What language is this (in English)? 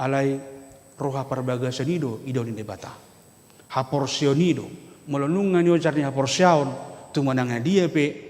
Batak Toba